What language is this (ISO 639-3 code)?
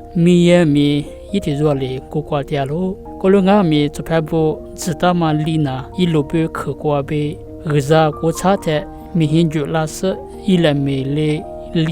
lis